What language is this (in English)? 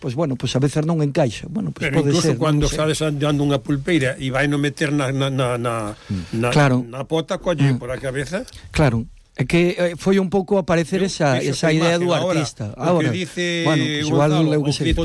Galician